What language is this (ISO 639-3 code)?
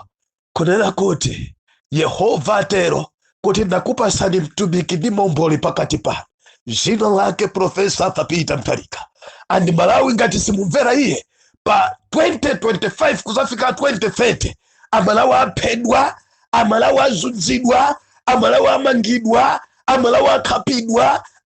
nya